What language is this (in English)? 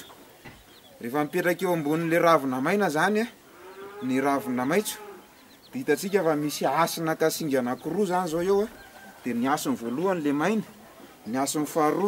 Malagasy